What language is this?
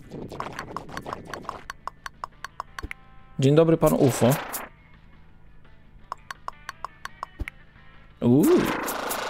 Polish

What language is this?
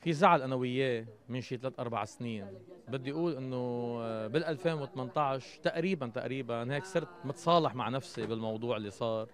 North Levantine Arabic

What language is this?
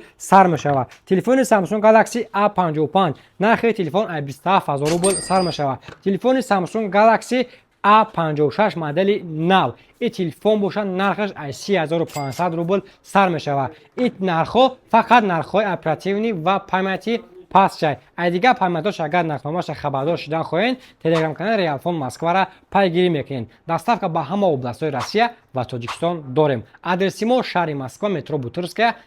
Tajik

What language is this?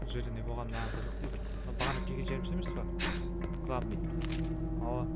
Kara-Kalpak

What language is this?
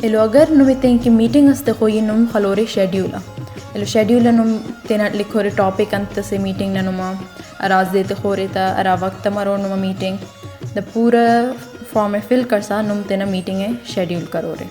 Brahui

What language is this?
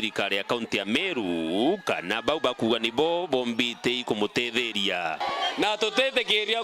Meru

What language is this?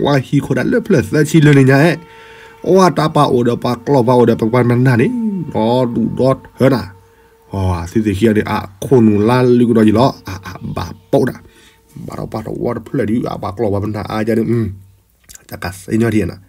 S'gaw Karen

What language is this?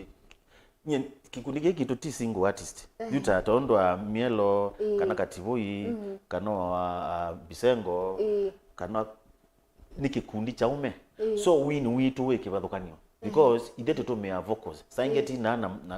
Kamba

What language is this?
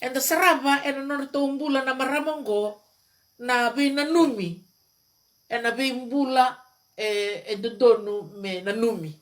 Fijian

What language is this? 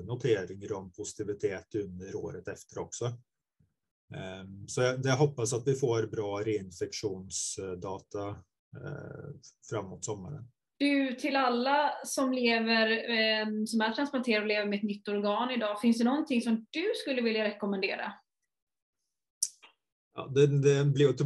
Swedish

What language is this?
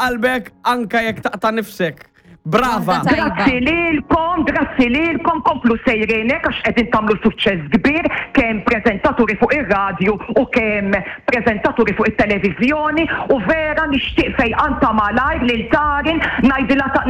Maltese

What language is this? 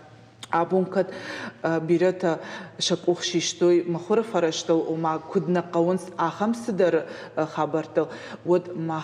Ossetic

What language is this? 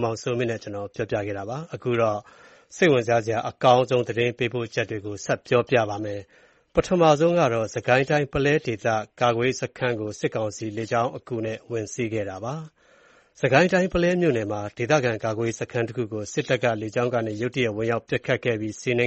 Burmese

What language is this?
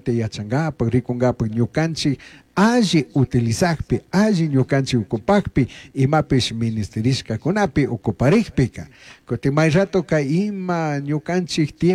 Chimborazo Highland Quichua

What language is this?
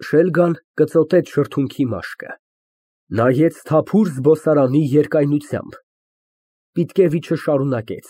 Armenian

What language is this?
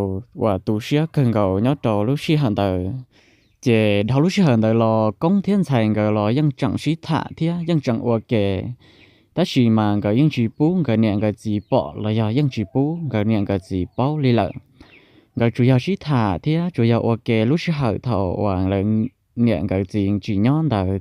Hmong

